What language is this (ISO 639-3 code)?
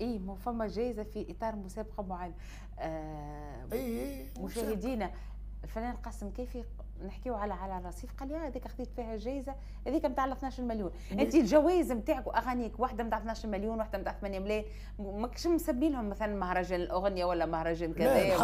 aeb